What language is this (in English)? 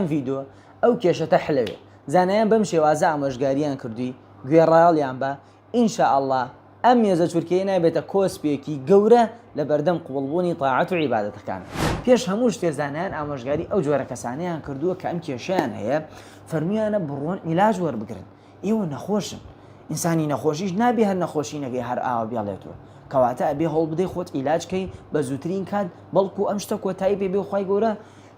Central Kurdish